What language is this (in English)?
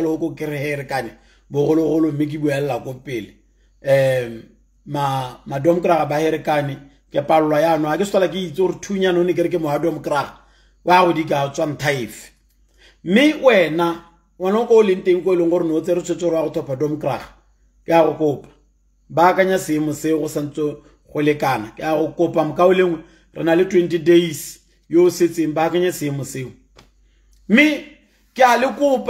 Tswana